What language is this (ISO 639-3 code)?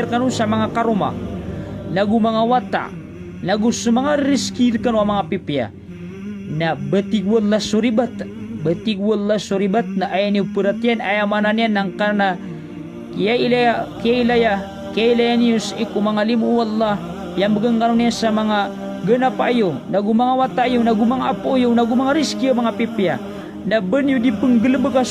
mrw